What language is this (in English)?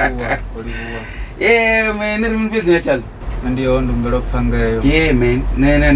Venda